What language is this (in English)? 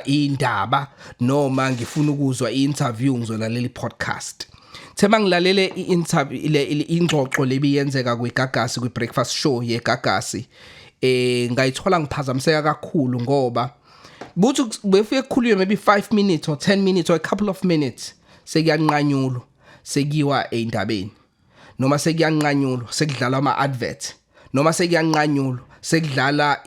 Zulu